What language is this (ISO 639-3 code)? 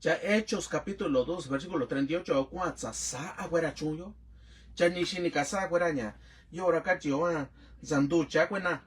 mix